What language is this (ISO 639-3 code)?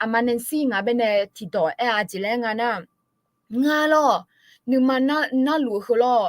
ahk